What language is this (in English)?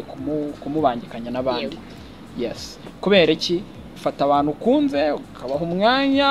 Kinyarwanda